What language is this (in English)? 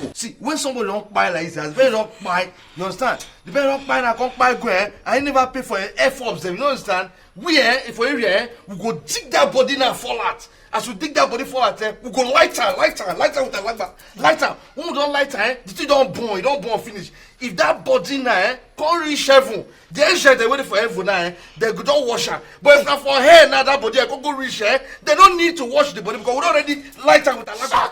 Nigerian Pidgin